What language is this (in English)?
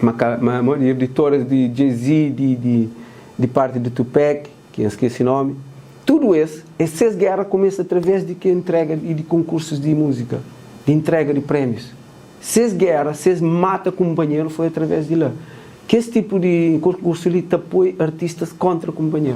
Kabuverdianu